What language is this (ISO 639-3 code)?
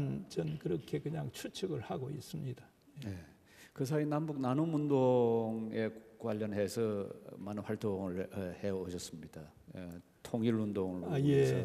kor